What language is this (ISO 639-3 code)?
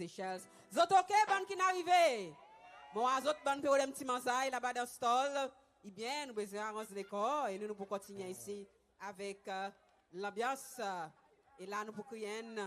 crs